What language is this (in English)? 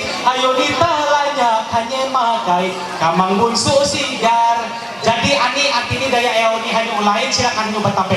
Ma'anyan